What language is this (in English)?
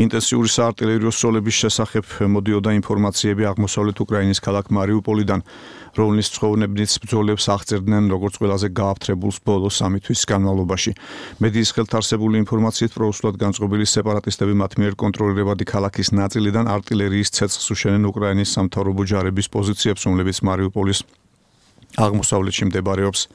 Georgian